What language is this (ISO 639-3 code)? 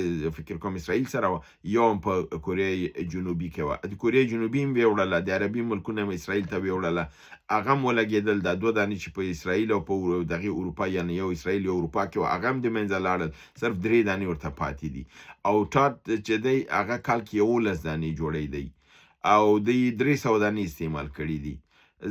pus